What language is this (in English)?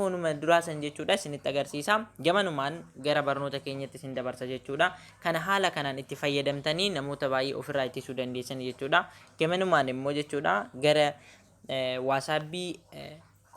Oromo